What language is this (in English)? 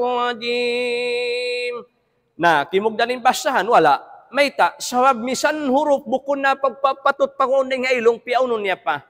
Tausug